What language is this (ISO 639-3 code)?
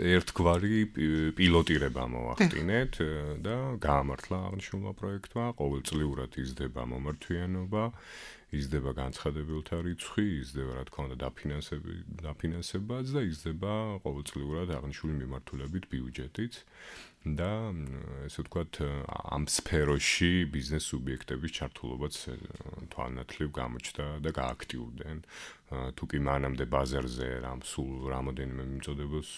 kat